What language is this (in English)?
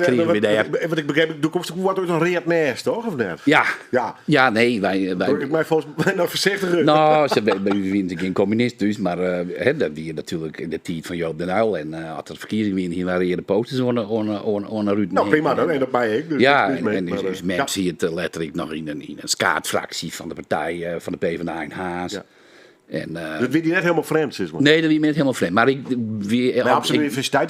Western Frisian